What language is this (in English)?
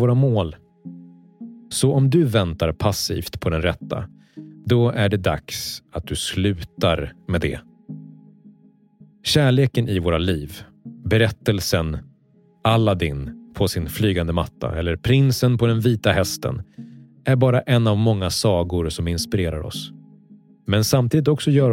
Swedish